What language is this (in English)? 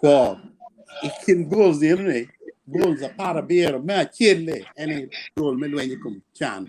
Acoli